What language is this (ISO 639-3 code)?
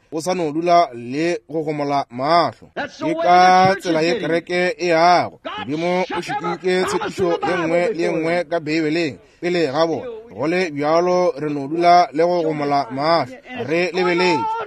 nso